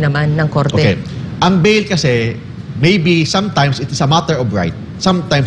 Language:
Filipino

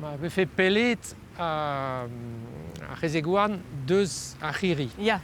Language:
Breton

